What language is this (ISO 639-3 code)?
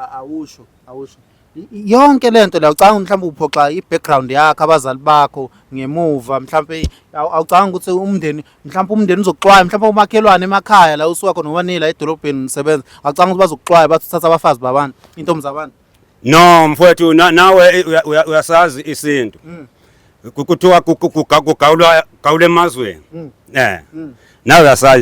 zul